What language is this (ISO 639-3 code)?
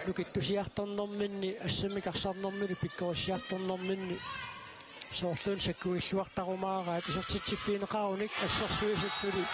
kal